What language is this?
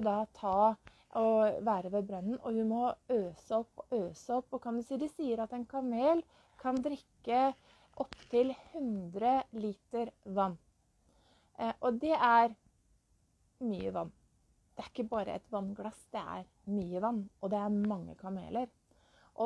Norwegian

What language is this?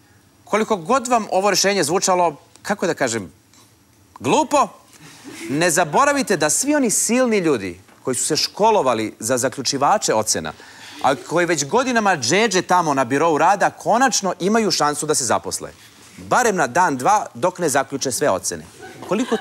Serbian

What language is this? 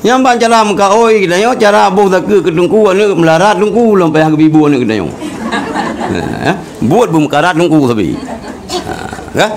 Achinese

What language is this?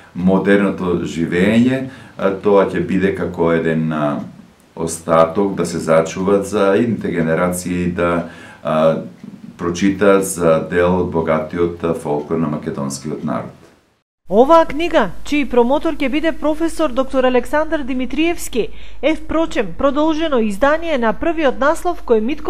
Macedonian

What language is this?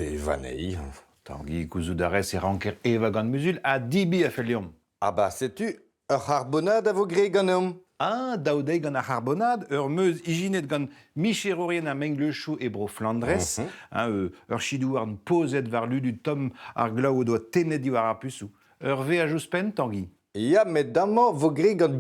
Breton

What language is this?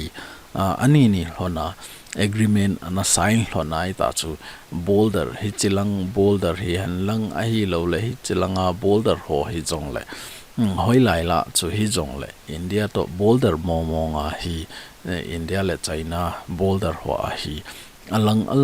Thado Chin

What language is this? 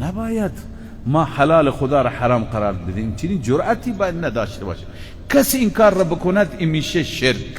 Persian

